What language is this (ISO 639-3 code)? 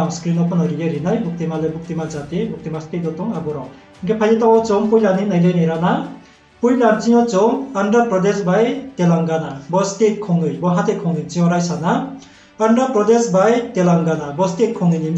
ria